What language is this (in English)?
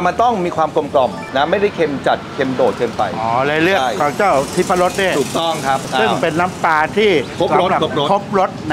Thai